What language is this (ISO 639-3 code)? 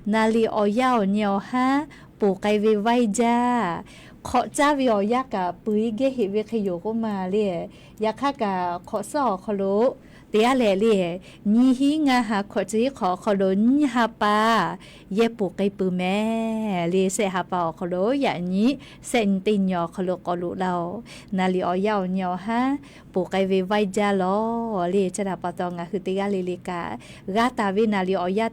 lhu